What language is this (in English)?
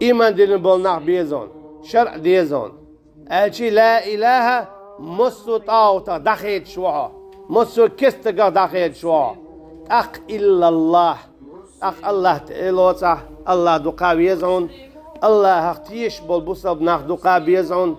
Chechen